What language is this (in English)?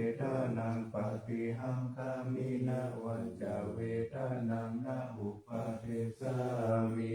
Pali